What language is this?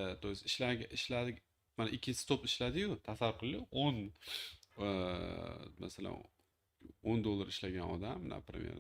Uzbek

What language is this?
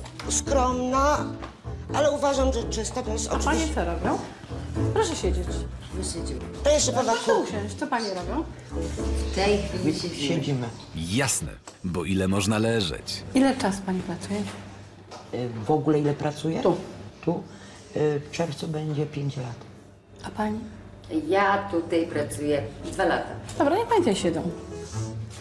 Polish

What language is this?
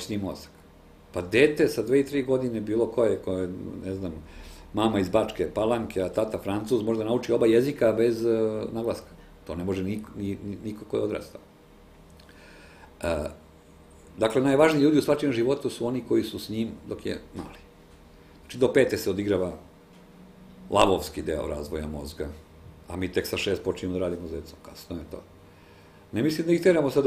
Serbian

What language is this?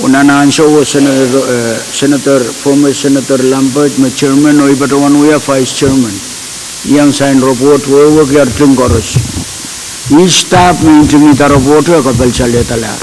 Pohnpeian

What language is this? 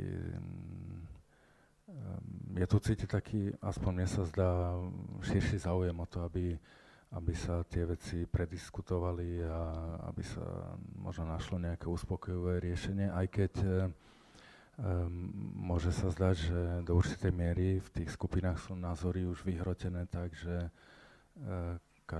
Slovak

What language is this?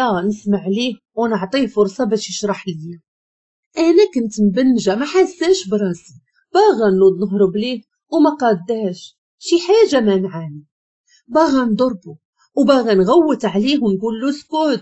Moroccan Arabic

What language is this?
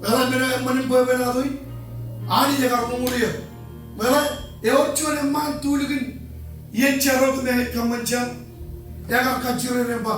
Marshallese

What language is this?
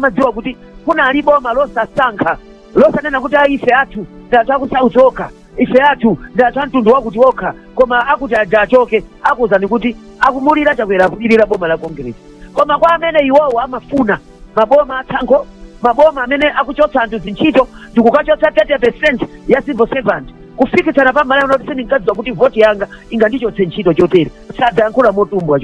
Nyanja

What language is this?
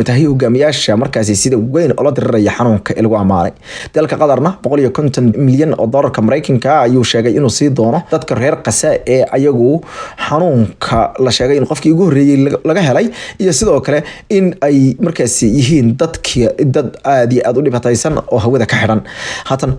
Somali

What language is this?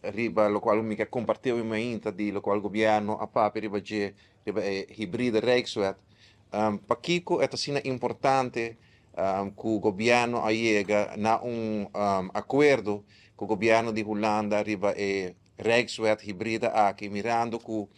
Papiamento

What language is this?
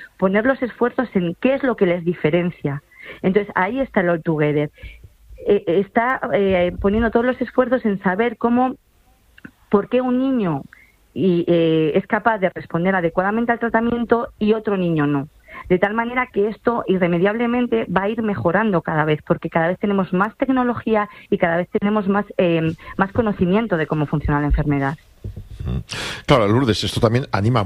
Spanish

